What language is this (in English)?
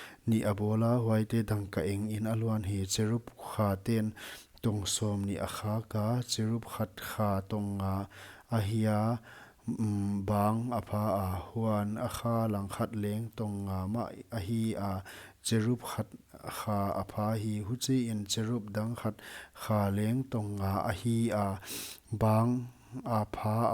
Paite Chin